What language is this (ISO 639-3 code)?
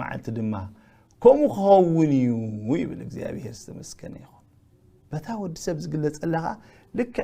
tir